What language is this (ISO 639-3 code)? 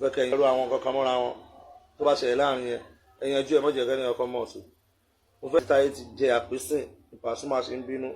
yor